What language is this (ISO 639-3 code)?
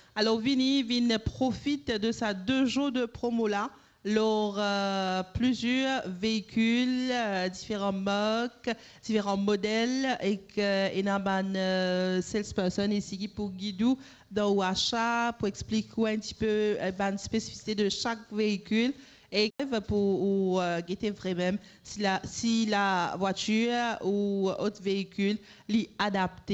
mfe